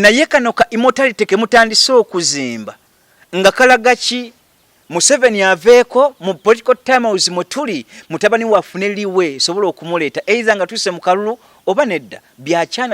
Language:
Ganda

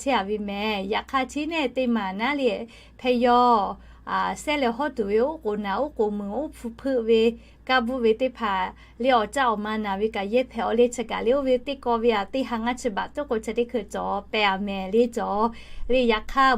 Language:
Lahu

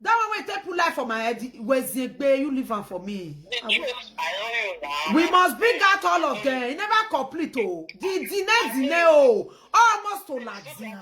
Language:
Nigerian Pidgin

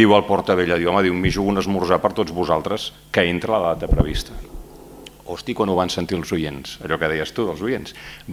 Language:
Catalan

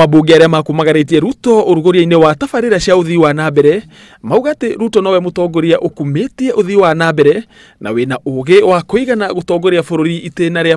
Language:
Kikuyu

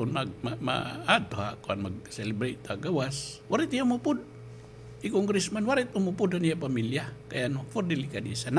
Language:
Waray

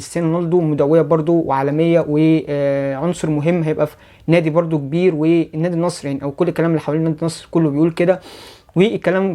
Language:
Egyptian Arabic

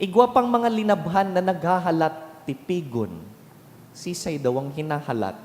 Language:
Bikol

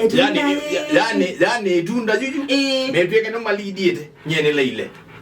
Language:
Kamba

